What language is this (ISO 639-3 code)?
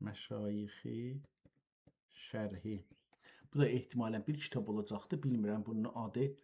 azb